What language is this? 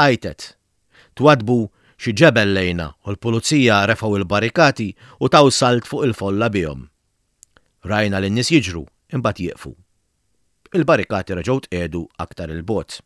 Maltese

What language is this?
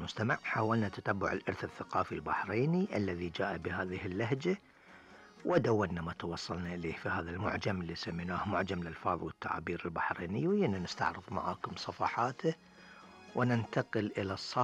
Gulf Arabic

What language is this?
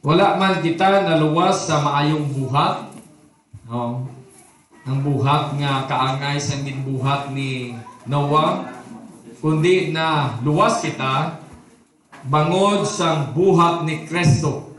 Hiligaynon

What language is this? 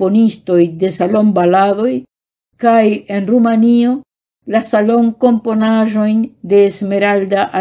Esperanto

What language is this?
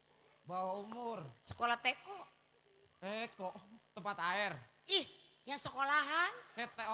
Betawi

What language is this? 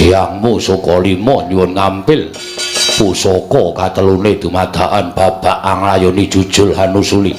Javanese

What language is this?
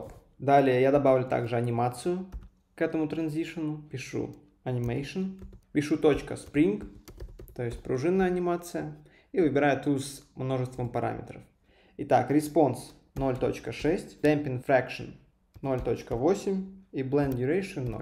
Russian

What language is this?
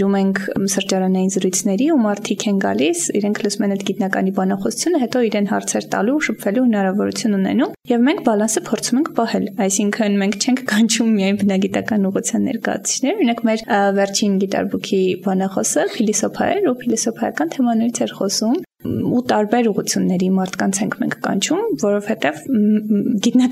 Armenian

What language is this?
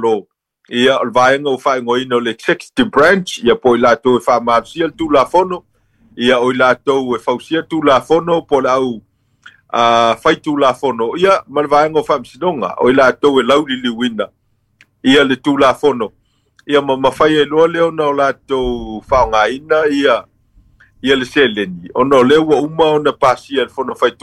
Samoan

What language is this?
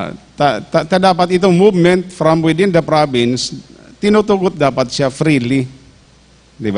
Bikol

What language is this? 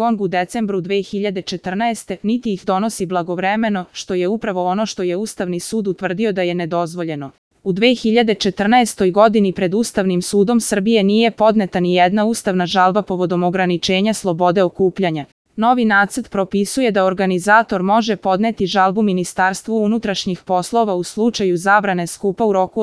Serbian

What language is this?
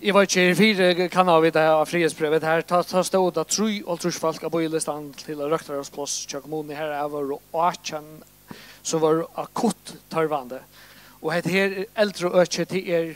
Faroese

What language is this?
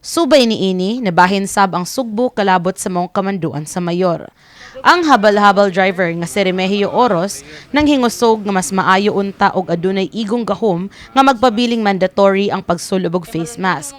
Cebuano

